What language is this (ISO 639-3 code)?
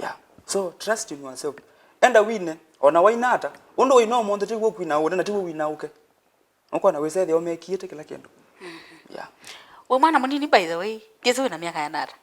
kam